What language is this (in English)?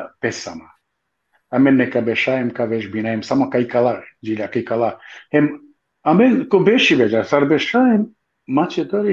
Balkan Romani